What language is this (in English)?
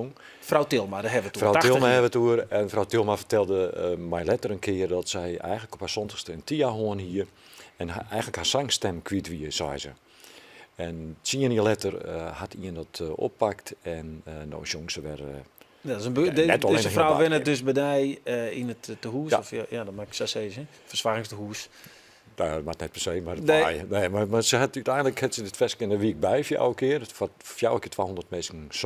Western Frisian